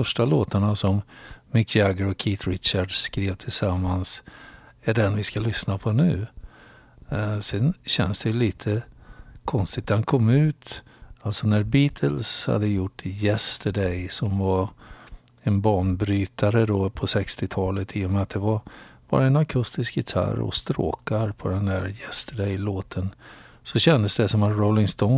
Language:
Swedish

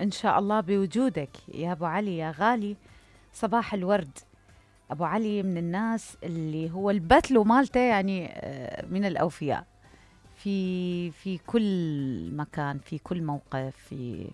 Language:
Mesopotamian Arabic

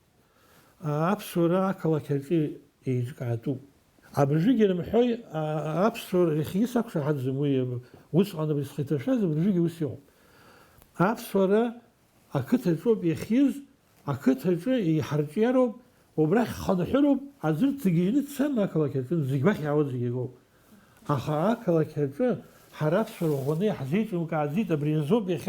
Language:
Abkhazian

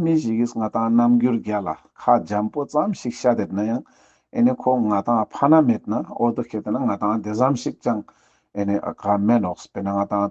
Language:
Ladakhi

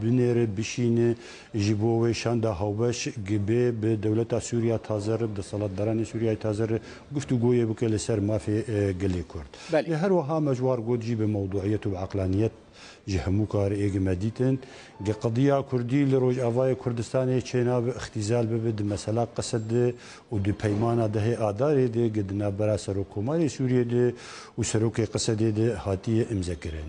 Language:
Kurdish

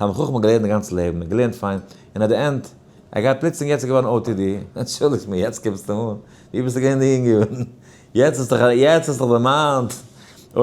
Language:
Yiddish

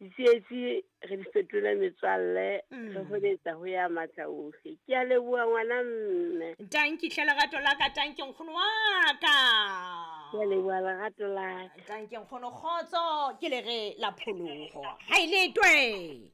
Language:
Southern Sotho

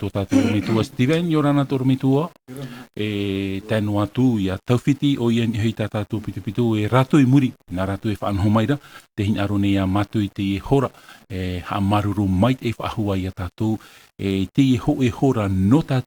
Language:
Tahitian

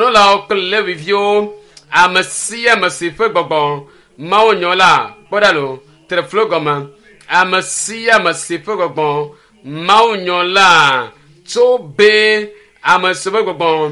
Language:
Ewe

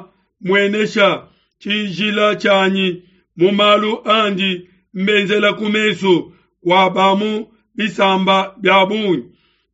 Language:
Luba-Lulua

